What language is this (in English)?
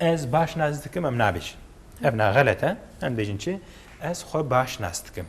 Kurdish